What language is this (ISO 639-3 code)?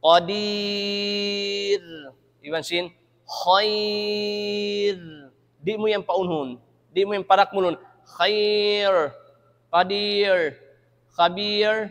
tsg